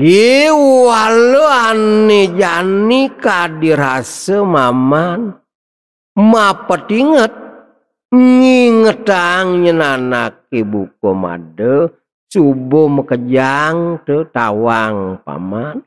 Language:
Balinese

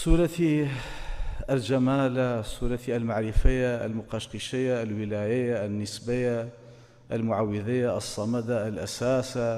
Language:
Central Kurdish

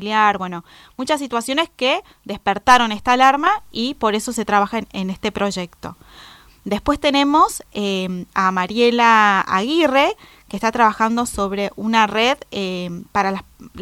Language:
Spanish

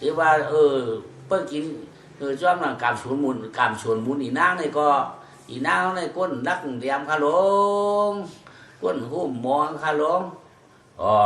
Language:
Shan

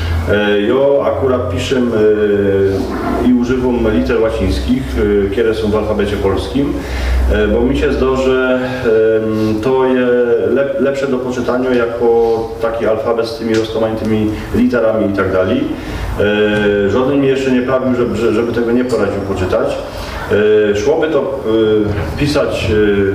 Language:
Silesian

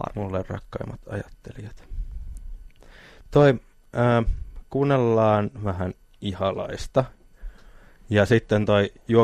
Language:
Finnish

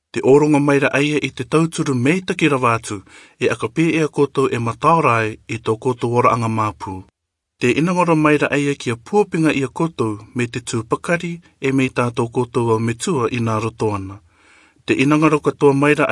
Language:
Rarotongan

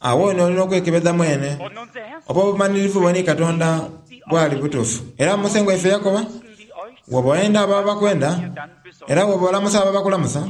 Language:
Soga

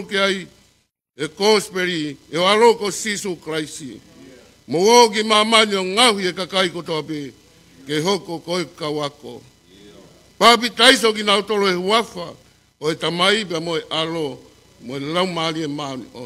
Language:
Tongan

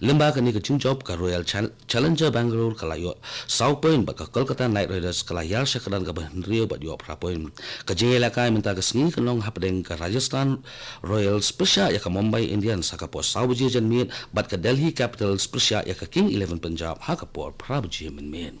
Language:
Khasi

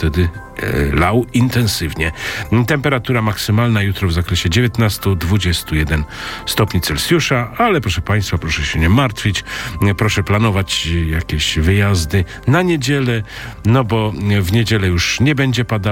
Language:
Polish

